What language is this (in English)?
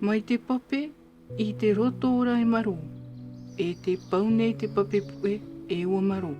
Tahitian